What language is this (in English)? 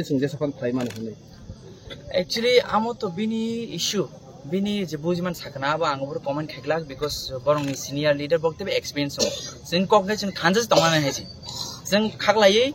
Kok Borok